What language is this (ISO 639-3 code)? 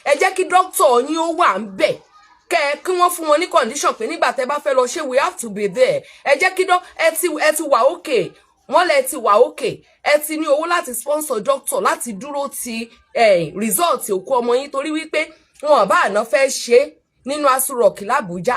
yor